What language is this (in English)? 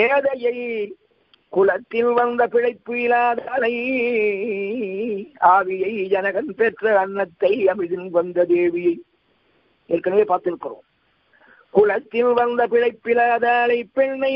Tamil